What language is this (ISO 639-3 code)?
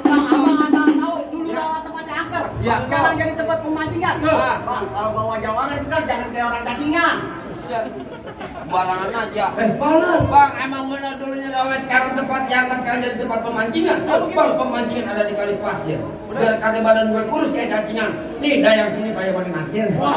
bew